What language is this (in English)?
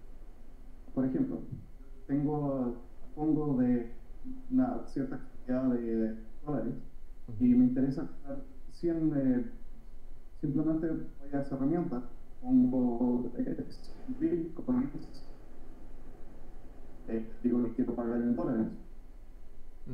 Spanish